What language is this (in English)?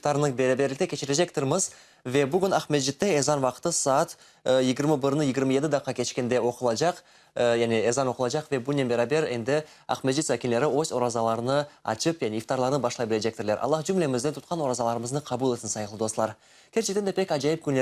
Crimean Tatar